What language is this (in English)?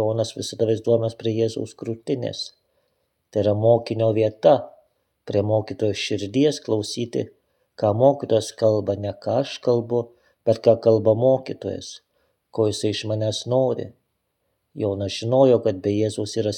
Lithuanian